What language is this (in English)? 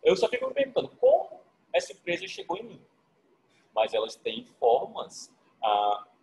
Portuguese